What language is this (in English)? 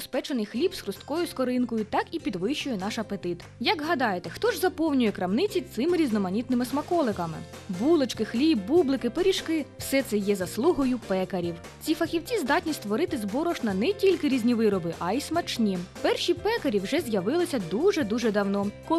Ukrainian